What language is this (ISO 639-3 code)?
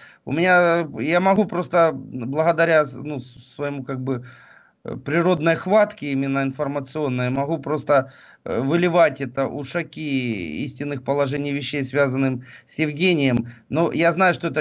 rus